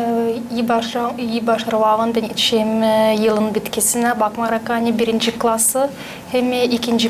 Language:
Gagauz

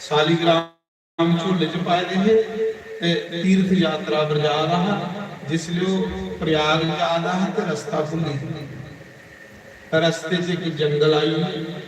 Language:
Dogri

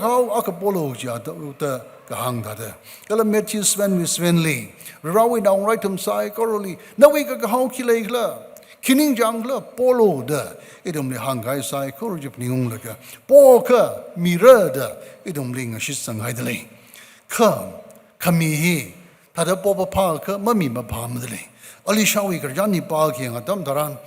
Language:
Tangkhul Naga (India)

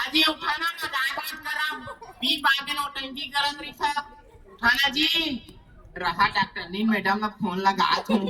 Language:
Chhattisgarhi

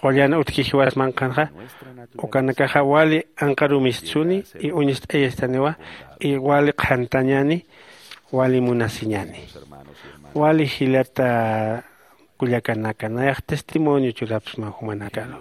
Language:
Aymara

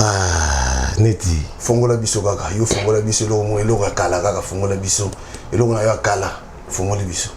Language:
Lingala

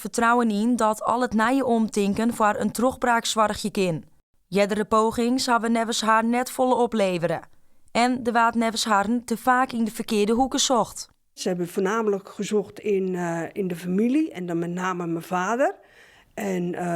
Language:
Western Frisian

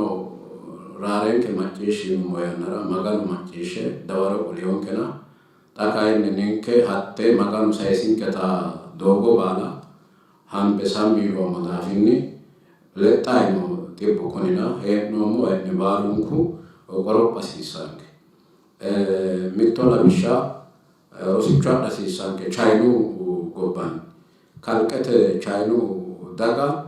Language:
Sidamo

